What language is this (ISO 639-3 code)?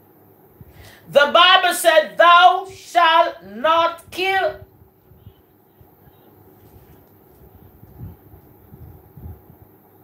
eng